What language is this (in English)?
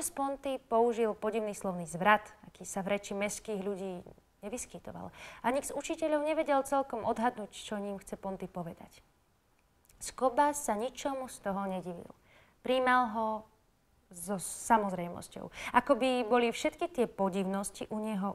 Slovak